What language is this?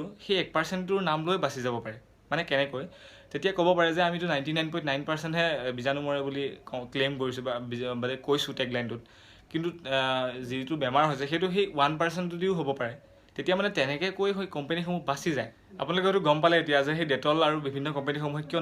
Assamese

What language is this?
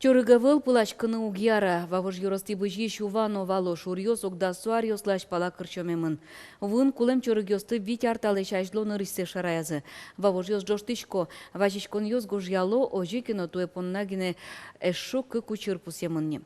Udmurt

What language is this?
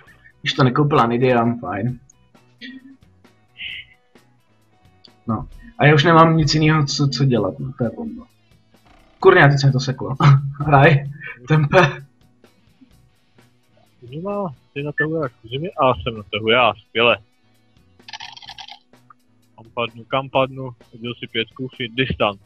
Czech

